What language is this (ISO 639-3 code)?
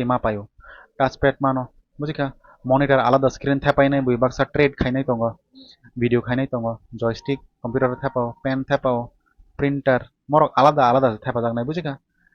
trp